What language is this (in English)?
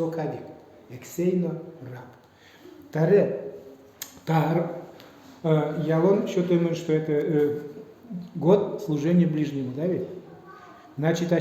Udmurt